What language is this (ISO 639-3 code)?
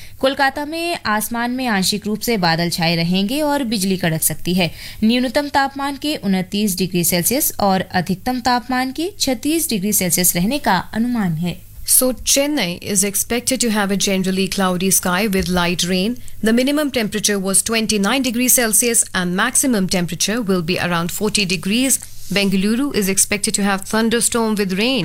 hin